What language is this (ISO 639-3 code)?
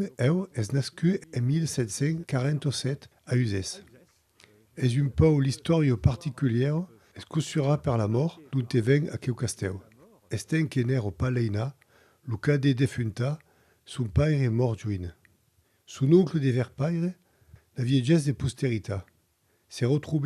oci